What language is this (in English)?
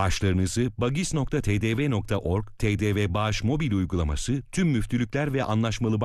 Turkish